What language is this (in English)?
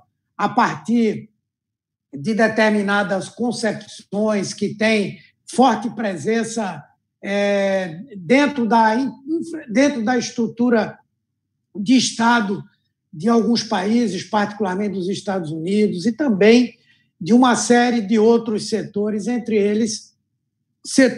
Portuguese